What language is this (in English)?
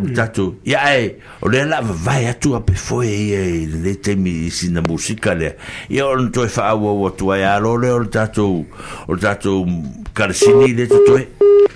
Samoan